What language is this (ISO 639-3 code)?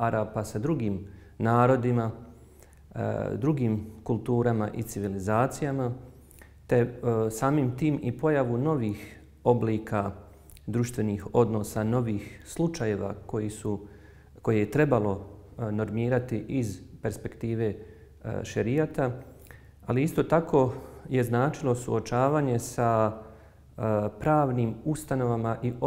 bos